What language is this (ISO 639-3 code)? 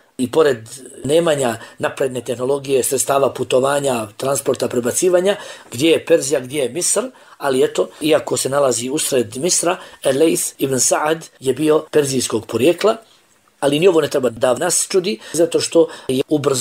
bos